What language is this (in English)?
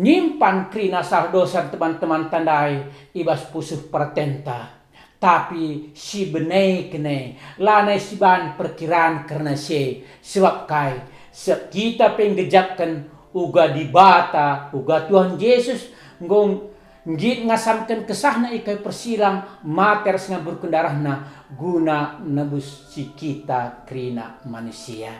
Batak Karo